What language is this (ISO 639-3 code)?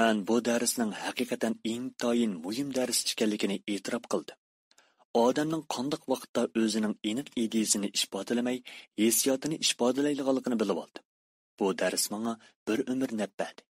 uig